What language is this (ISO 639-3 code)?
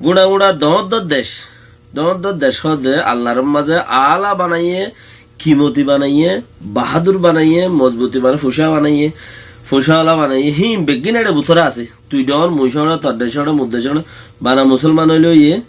rhg